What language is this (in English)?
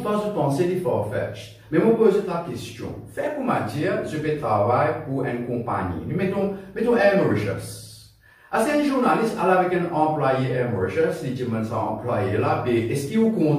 Morisyen